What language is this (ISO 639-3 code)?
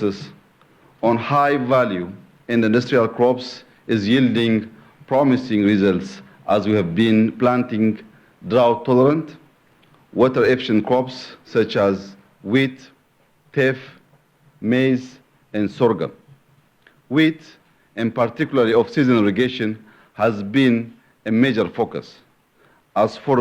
eng